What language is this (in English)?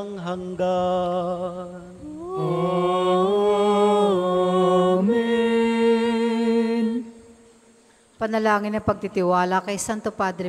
Filipino